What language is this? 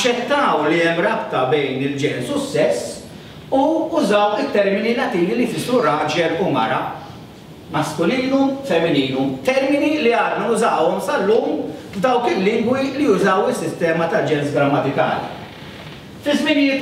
Maltese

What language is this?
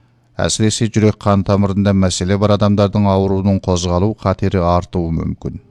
Kazakh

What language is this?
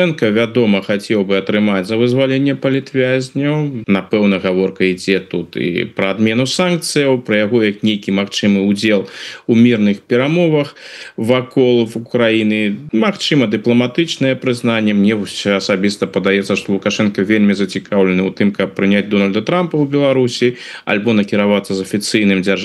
Belarusian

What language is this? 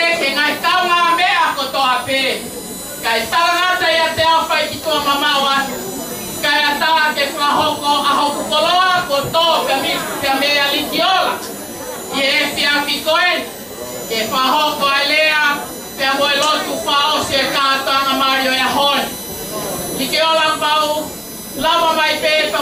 Tongan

